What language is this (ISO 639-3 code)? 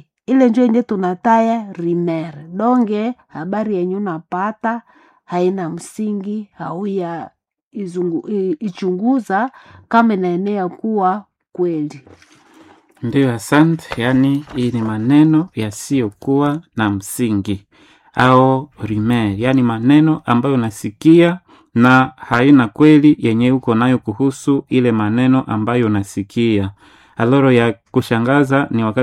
swa